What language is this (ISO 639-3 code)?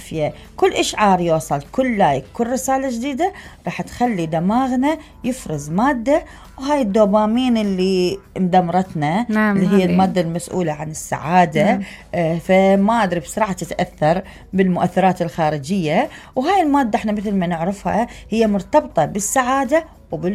acm